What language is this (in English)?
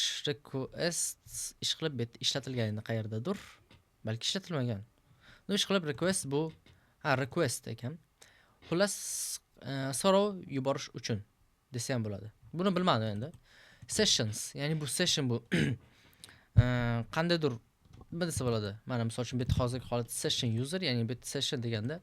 Uzbek